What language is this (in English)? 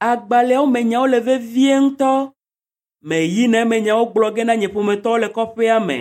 Ewe